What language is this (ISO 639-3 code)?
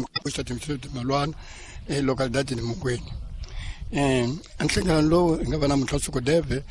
tso